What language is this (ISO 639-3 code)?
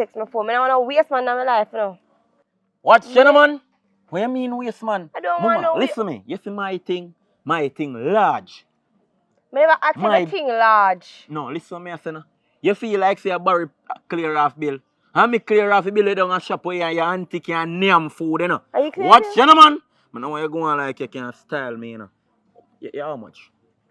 jam